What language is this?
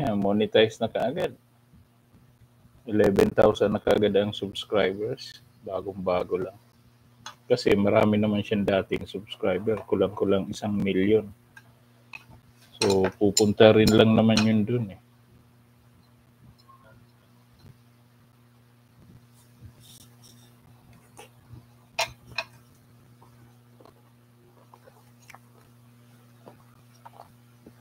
Filipino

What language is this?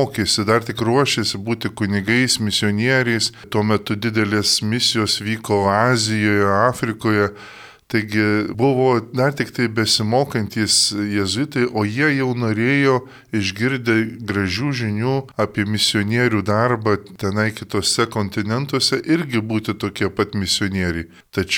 Lithuanian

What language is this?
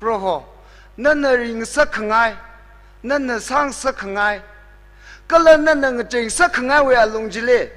Tangkhul Naga (India)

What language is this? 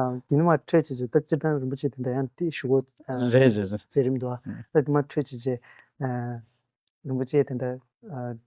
Tibetan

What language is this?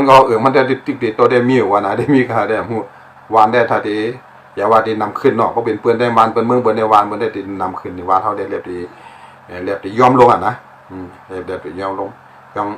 Shan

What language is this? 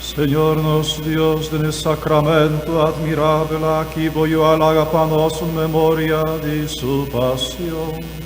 Papiamento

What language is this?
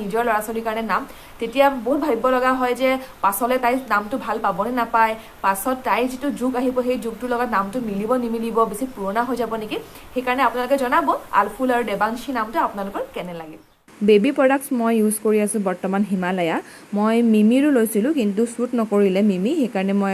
Assamese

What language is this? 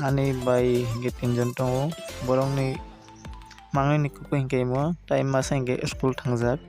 Kok Borok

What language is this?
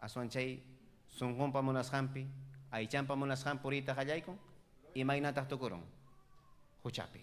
Ayacucho Quechua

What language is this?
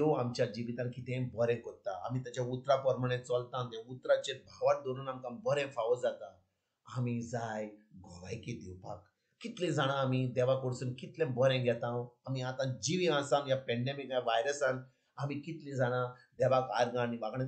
Konkani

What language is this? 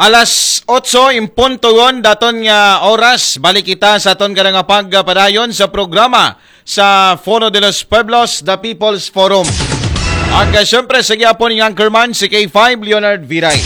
Aklanon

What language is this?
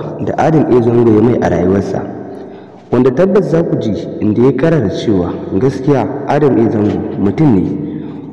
Hausa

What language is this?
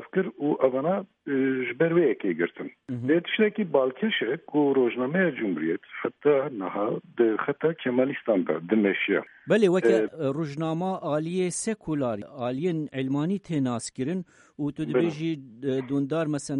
Kurdish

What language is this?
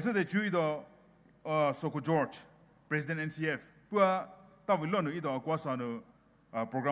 Poumei Naga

